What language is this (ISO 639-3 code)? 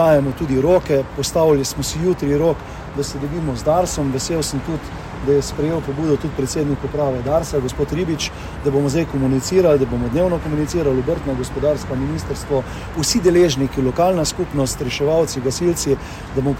slv